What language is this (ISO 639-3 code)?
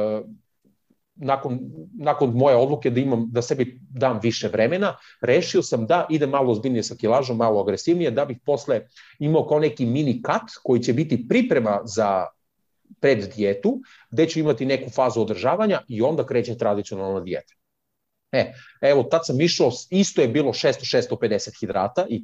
srp